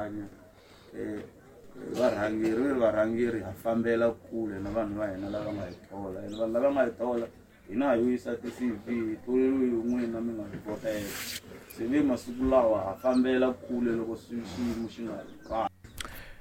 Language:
Tsonga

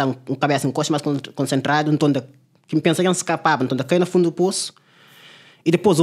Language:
Kabuverdianu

